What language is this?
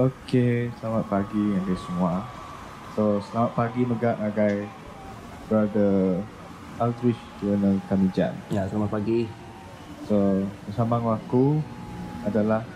Iban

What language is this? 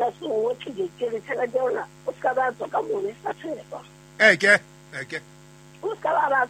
Southern Sotho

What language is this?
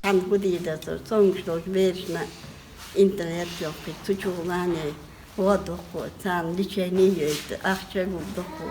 Chechen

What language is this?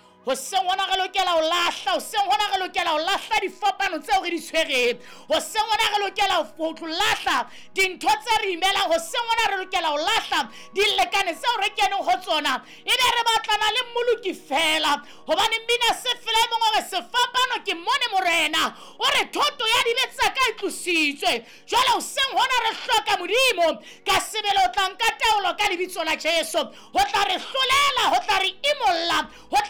Southern Sotho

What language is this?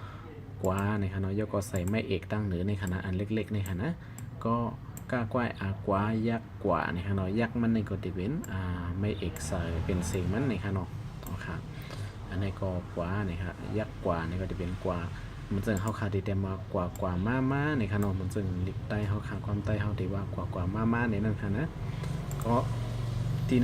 Shan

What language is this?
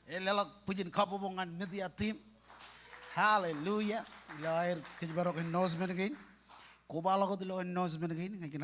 Marshallese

